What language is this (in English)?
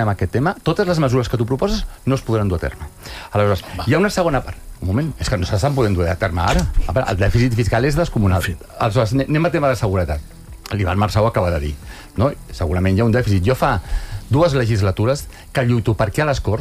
Catalan